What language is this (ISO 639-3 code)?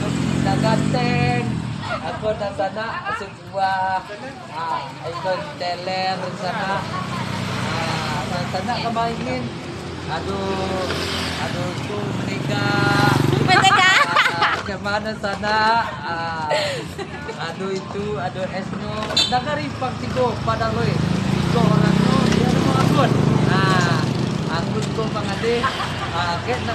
min